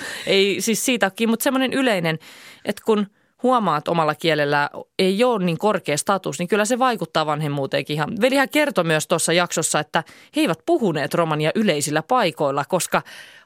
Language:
Finnish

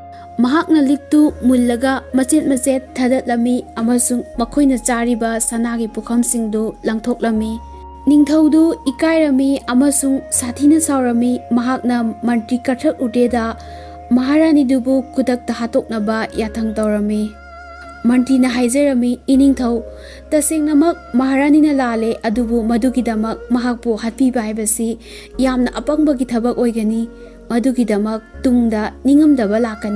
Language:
Manipuri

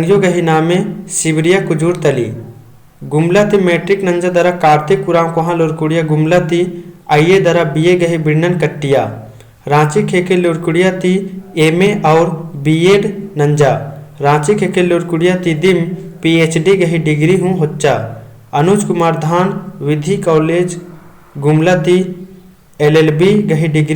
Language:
Kurukh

